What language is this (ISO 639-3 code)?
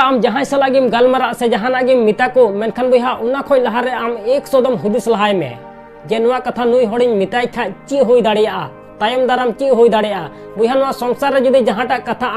sat